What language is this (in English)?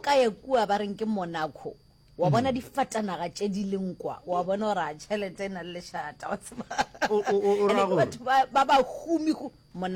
Northern Sotho